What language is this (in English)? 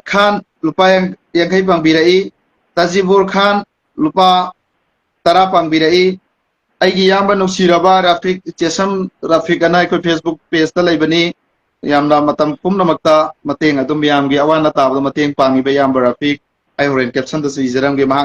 Manipuri